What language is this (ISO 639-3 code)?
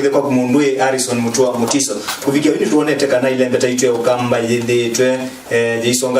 kam